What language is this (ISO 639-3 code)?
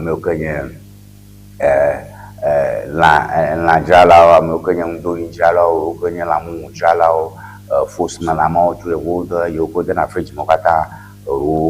ewe